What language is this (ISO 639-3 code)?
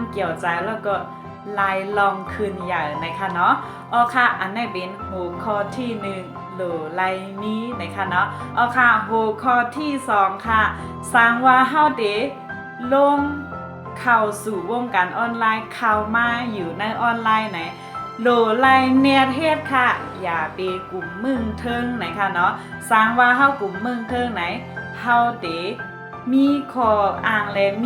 shn